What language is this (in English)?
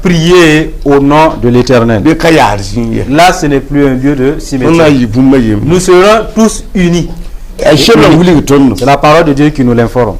Mossi